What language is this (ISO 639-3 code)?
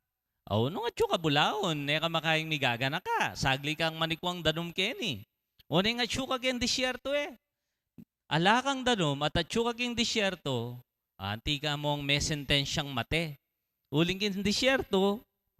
pam